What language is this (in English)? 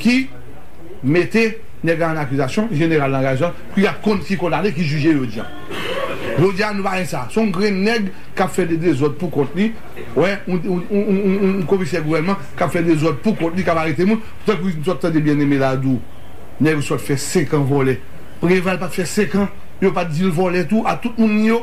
Haitian Creole